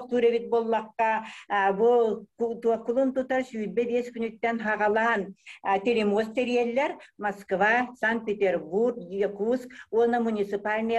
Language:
Yakut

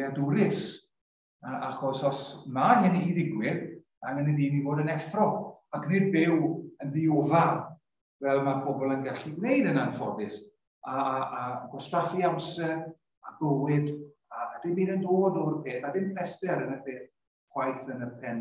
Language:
Welsh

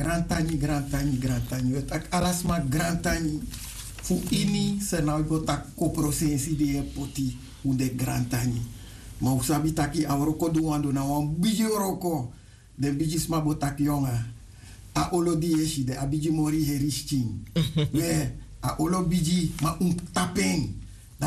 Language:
Sranan Tongo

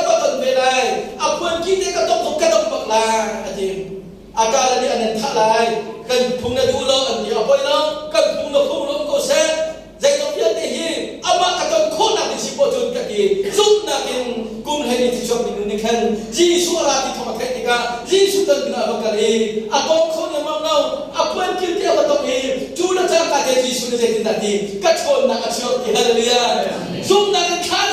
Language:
Hakha Chin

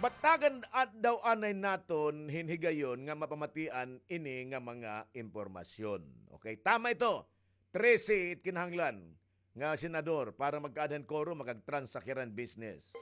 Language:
Waray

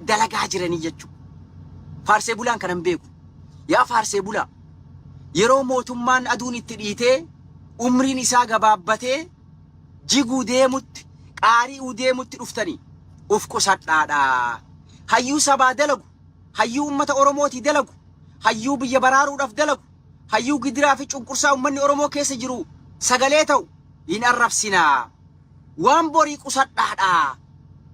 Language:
Oromo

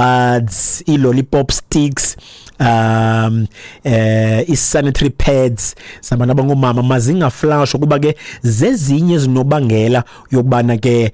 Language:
Xhosa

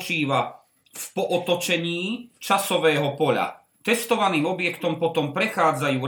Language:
Slovak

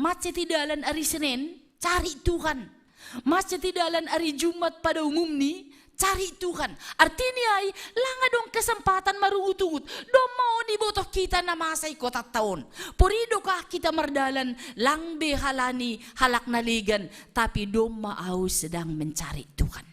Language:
Batak Simalungun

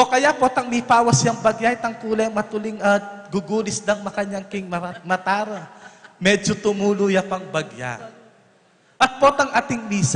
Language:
Pampanga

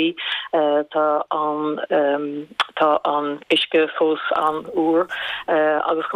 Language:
Irish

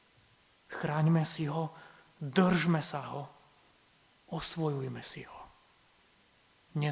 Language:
Slovak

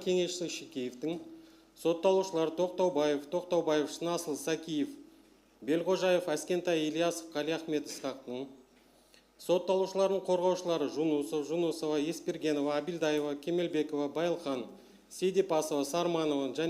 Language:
Kazakh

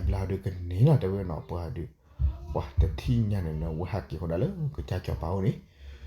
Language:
S'gaw Karen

